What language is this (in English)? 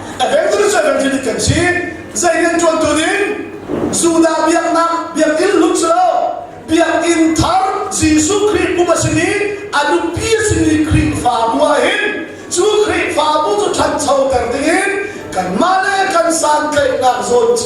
Hakha Chin